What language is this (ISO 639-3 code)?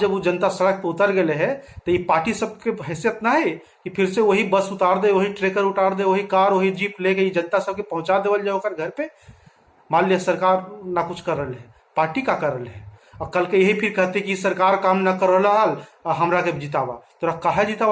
mag